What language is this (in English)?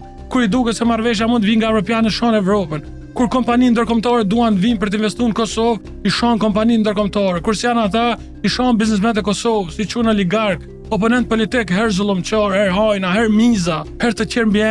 Albanian